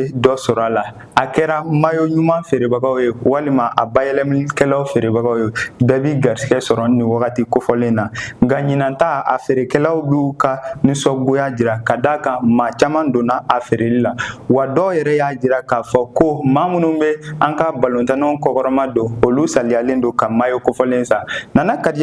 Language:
Bambara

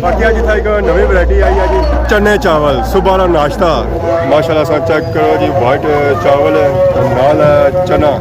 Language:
Pahari-Potwari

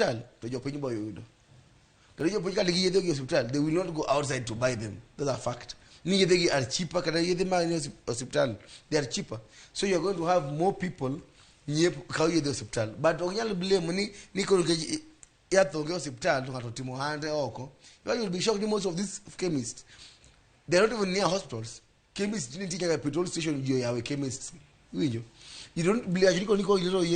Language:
Luo (Kenya and Tanzania)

